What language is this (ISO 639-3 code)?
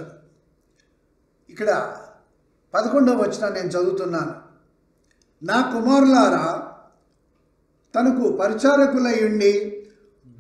tel